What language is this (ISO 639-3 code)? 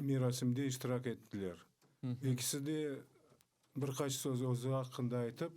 crh